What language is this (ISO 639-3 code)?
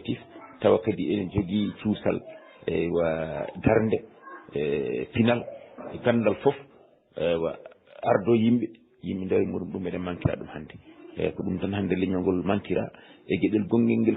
ful